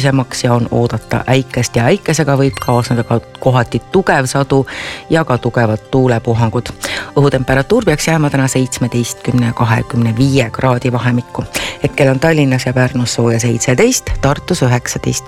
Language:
Estonian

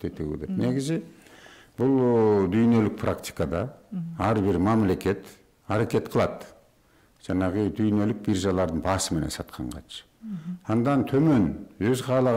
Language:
Kyrgyz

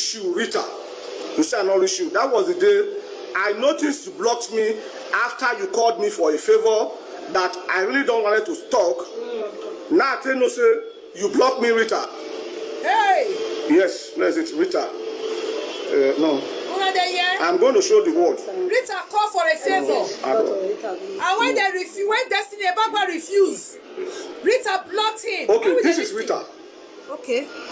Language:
Nigerian Pidgin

